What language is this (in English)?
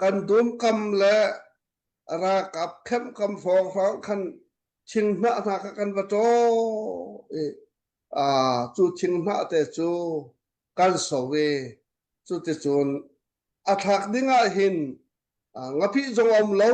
Hakha Chin